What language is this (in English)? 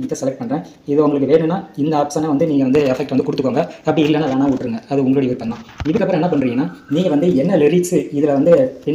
Tamil